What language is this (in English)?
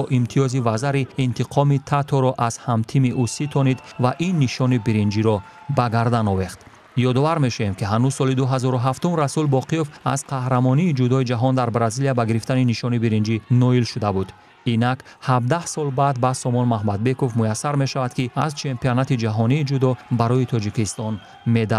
Tajik